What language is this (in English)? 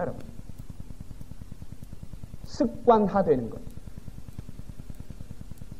Korean